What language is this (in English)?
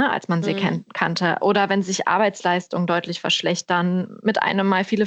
German